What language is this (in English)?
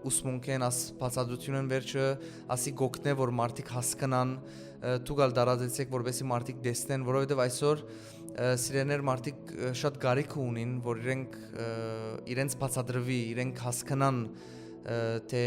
Western Armenian